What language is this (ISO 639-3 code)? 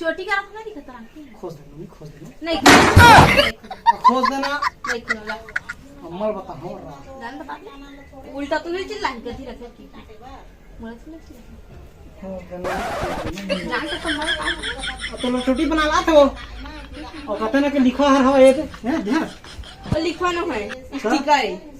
hne